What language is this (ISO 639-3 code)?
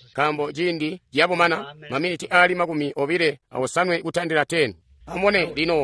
toi